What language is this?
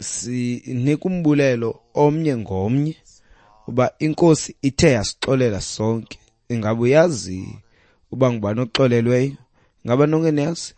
Xhosa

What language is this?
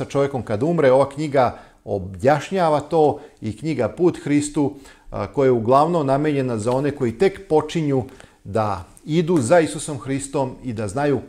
Serbian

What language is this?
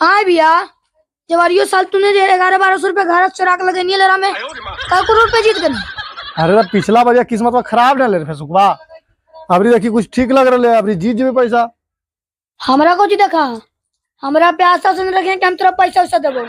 Magahi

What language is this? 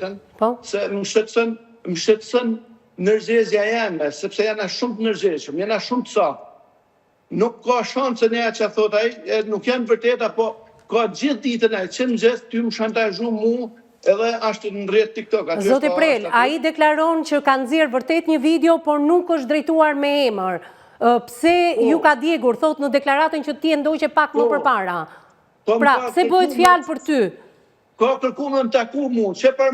Albanian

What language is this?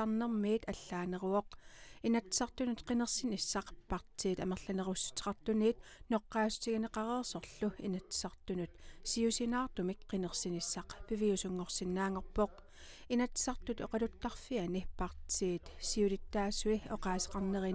Kalaallisut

